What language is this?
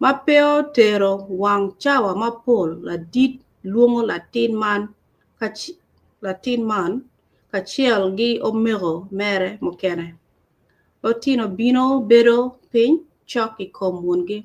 Acoli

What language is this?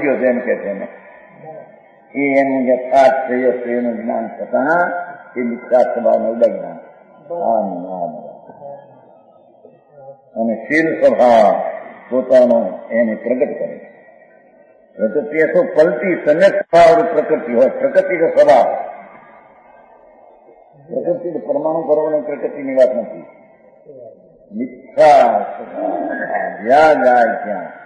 Gujarati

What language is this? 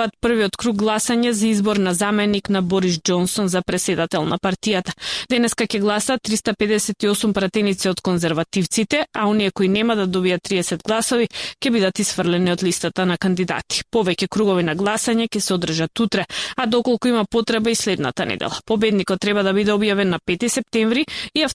Macedonian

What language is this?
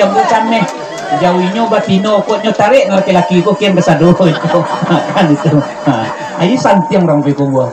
Minangkabau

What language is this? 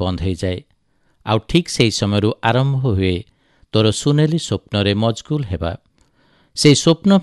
Odia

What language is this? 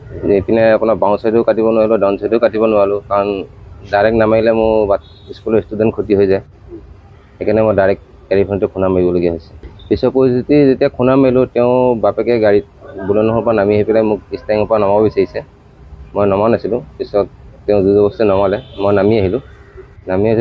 Assamese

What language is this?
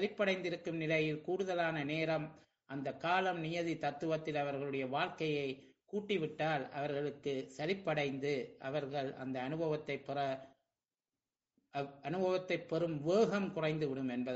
Tamil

